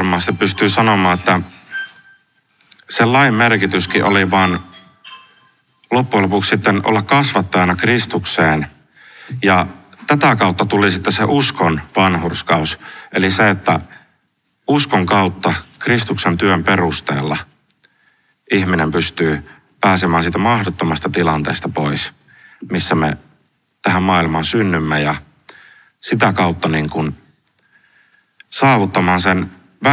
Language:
Finnish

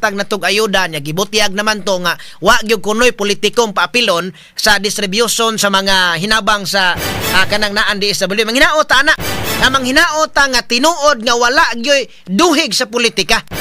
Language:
Cebuano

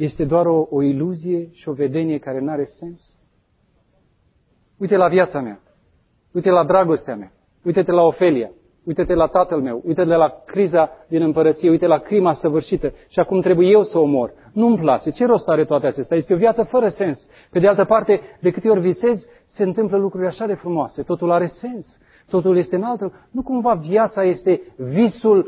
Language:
Romanian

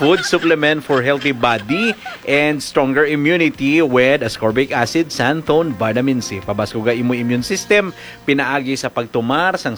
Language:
Hiligaynon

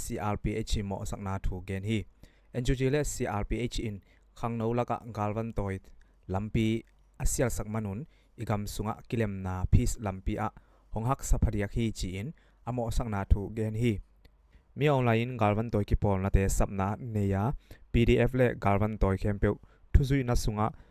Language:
Tedim Chin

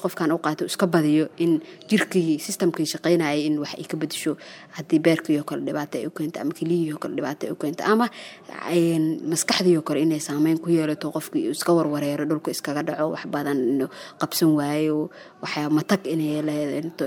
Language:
Somali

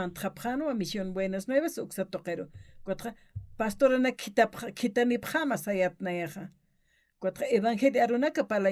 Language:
Aymara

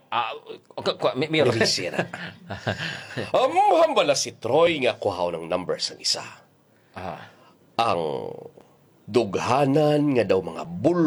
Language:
Hiligaynon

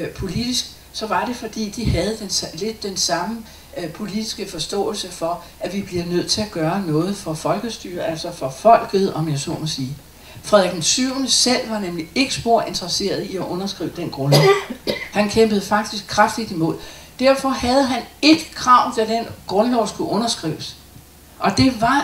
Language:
Danish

